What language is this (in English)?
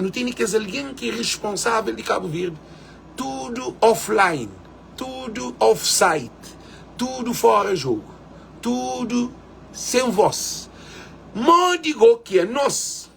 Kabuverdianu